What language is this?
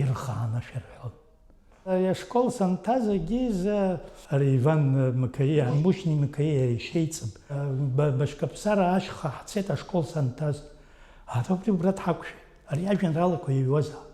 Abkhazian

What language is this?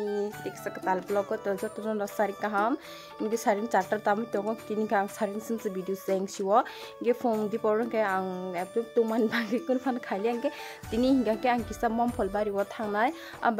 Kok Borok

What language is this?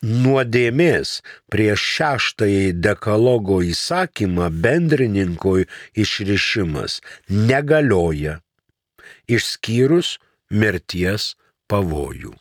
Lithuanian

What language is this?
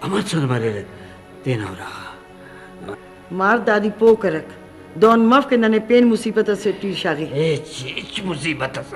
Brahui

